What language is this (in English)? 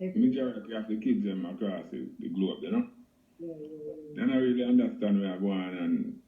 Jamaican Creole English